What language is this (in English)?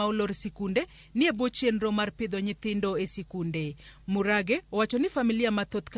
Luo (Kenya and Tanzania)